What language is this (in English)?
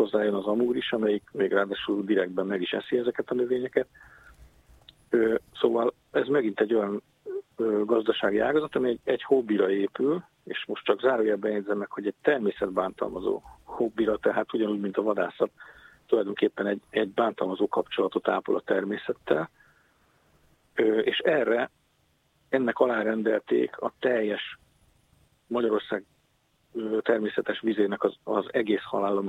Hungarian